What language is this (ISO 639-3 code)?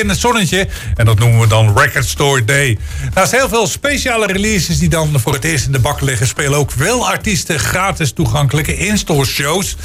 nld